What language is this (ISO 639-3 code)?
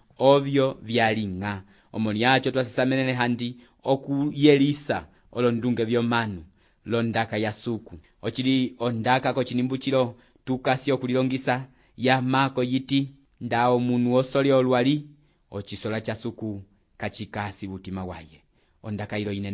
umb